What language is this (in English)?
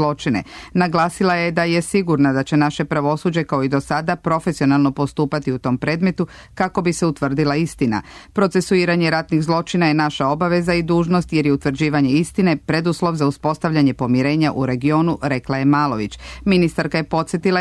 Serbian